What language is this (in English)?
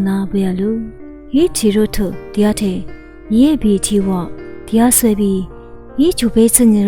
Lisu